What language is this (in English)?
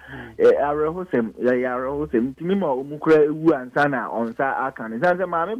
Akan